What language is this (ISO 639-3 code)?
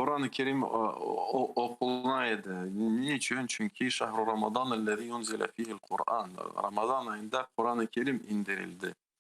crh